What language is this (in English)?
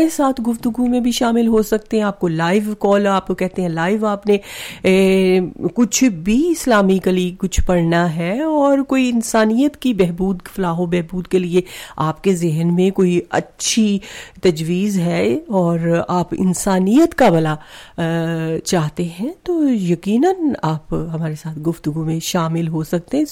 Urdu